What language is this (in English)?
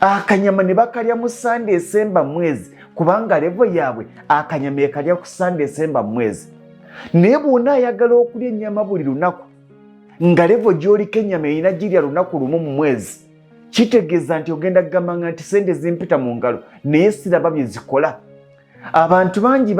Ganda